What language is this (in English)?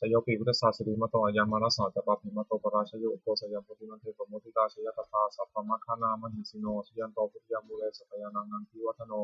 Pali